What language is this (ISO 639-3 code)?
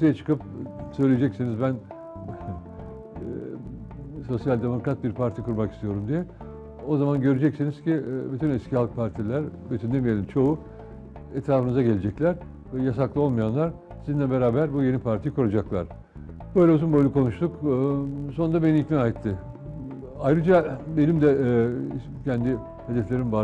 tur